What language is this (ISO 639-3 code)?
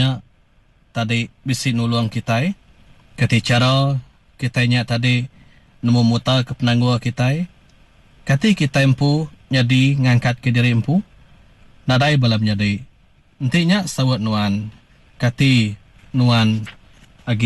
iba